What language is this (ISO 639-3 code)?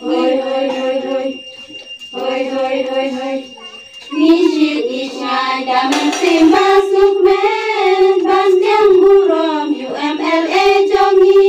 kha